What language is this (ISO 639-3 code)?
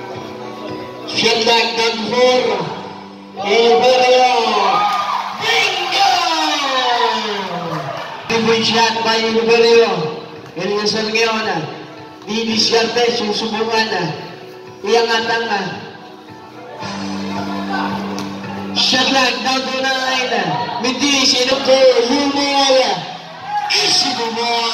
fil